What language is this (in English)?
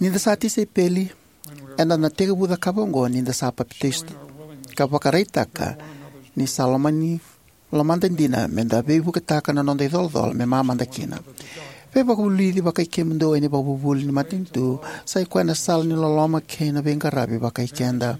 Fijian